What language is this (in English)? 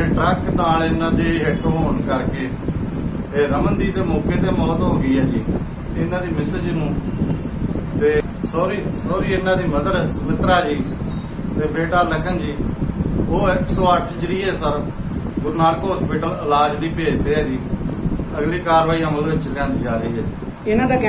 Punjabi